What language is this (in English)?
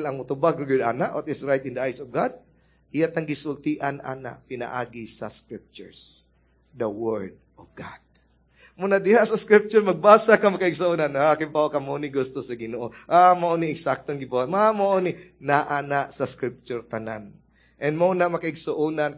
Cebuano